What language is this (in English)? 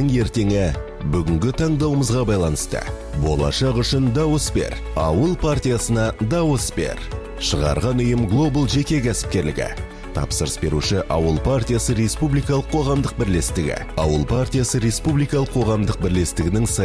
Kazakh